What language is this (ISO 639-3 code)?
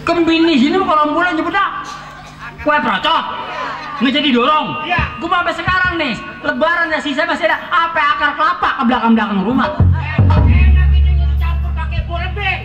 bew